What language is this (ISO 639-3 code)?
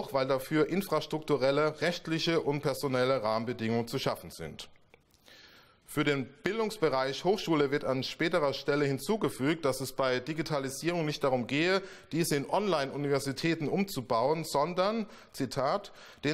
deu